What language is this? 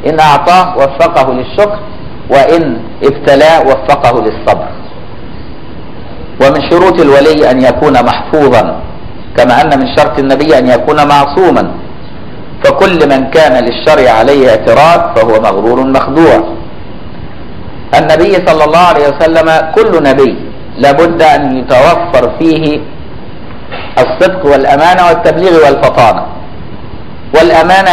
Arabic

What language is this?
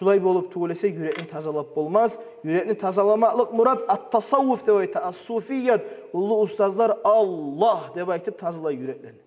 Kumyk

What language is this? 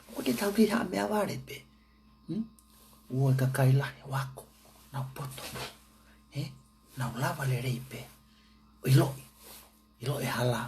Tongan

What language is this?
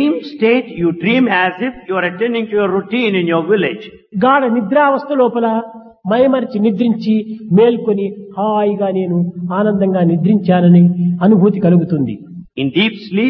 Telugu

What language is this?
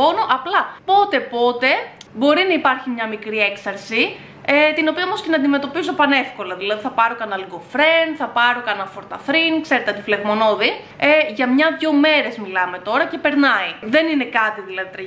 Greek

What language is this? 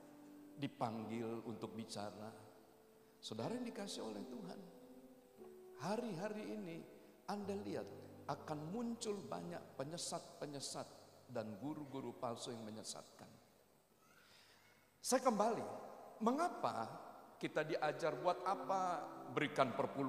Indonesian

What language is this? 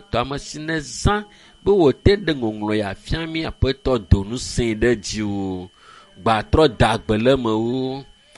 Ewe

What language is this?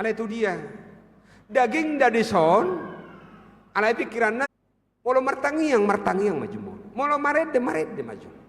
Batak Toba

